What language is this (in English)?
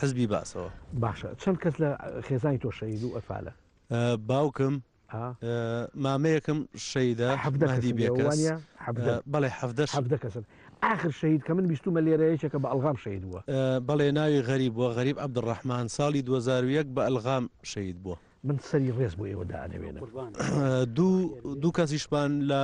Central Kurdish